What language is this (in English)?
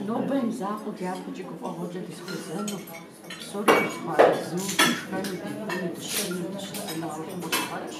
Kabardian